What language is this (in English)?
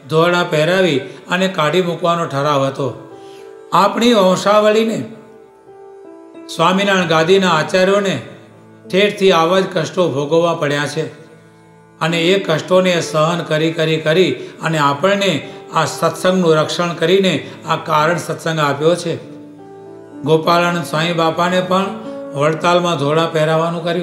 Gujarati